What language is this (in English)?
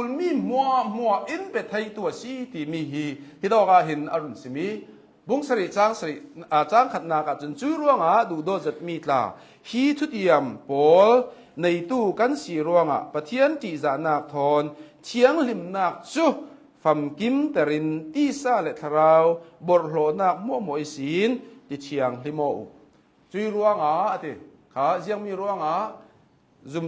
Hakha Chin